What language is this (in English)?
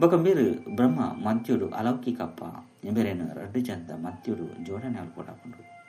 Tulu